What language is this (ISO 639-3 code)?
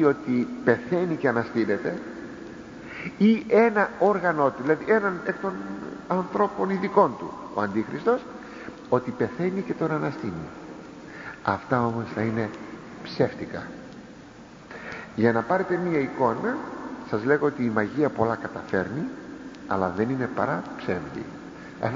ell